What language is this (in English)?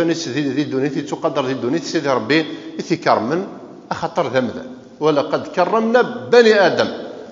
Kabyle